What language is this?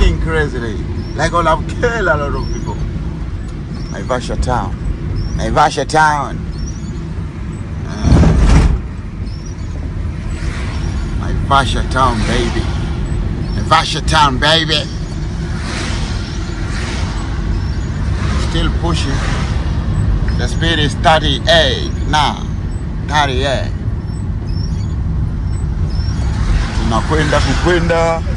Swahili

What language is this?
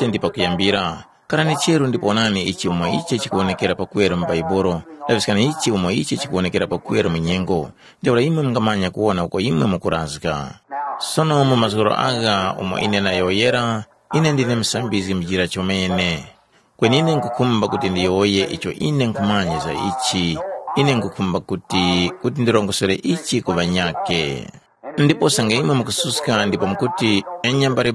Tumbuka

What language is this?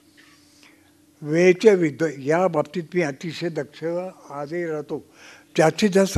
Marathi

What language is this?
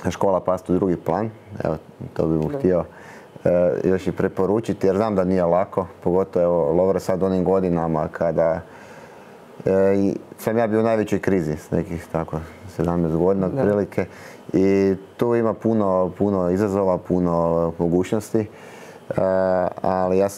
Croatian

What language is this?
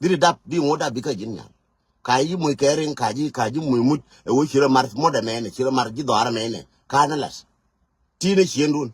Nuer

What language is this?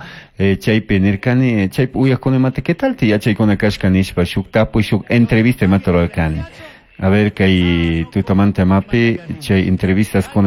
Chimborazo Highland Quichua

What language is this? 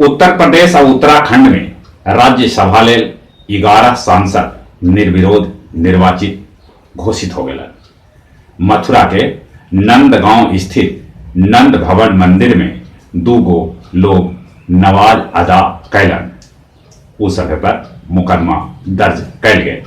Magahi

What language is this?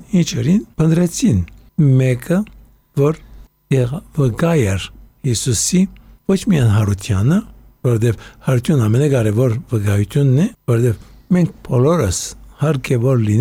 Armenian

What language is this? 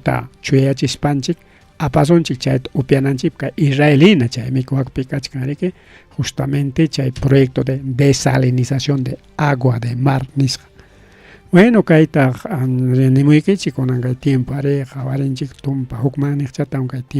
Ayacucho Quechua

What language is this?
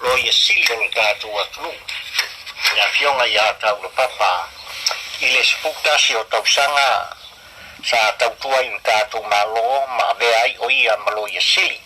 Samoan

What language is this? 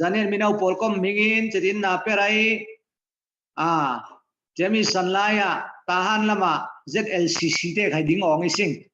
Falam Chin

